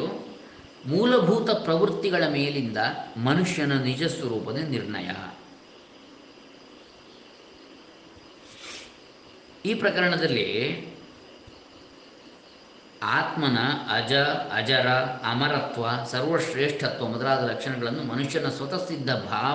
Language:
Kannada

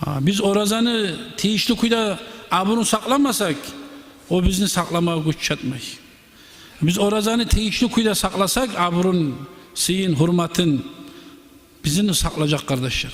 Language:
Kumyk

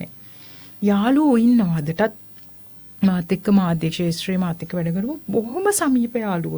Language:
Sinhala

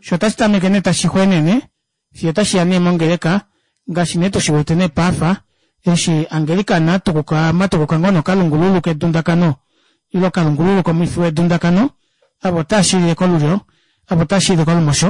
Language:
Kuanyama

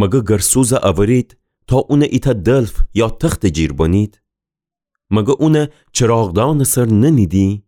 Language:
Gilaki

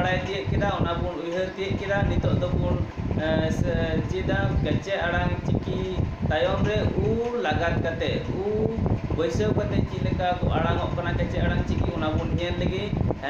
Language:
Santali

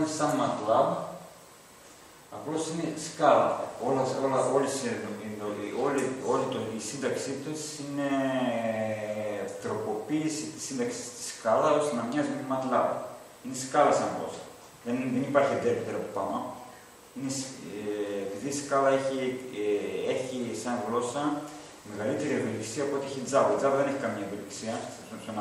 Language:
Greek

